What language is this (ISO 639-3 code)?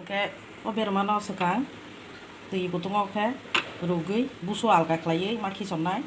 trp